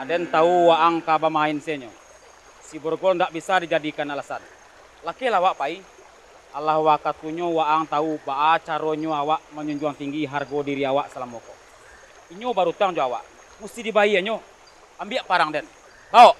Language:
Minangkabau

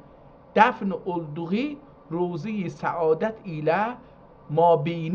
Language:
South Azerbaijani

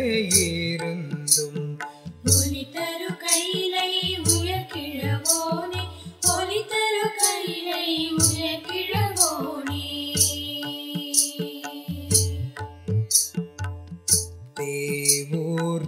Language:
Tamil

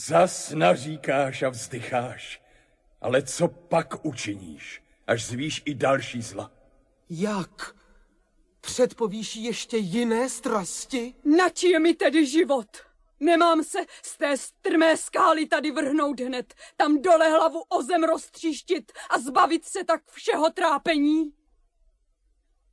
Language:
Czech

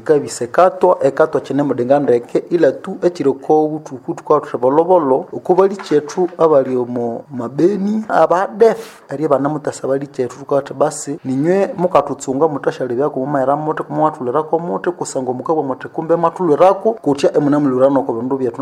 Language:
Nande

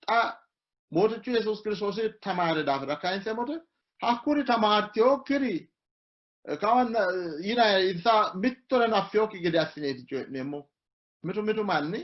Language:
Sidamo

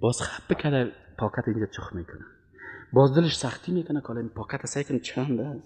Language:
Persian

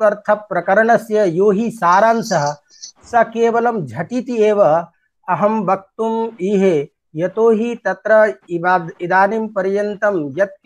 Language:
Sanskrit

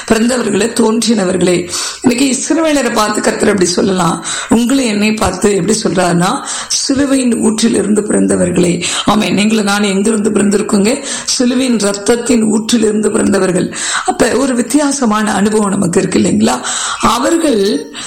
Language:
Tamil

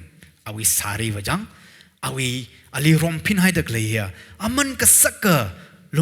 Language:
Tangkhul Naga (India)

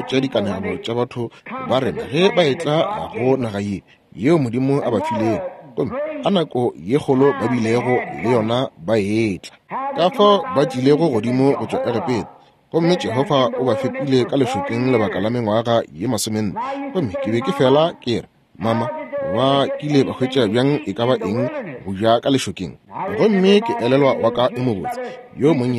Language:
Northern Sotho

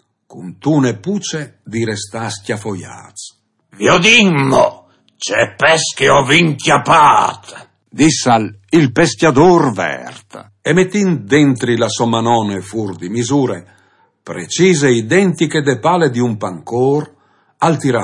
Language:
Friulian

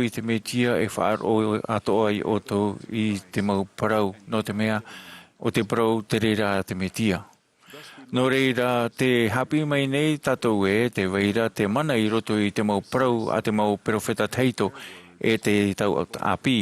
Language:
Tahitian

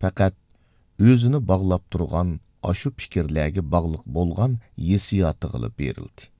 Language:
Uyghur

